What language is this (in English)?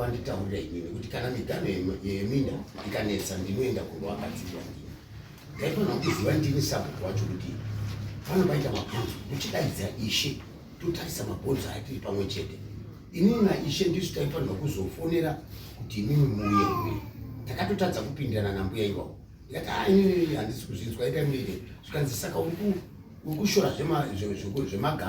Shona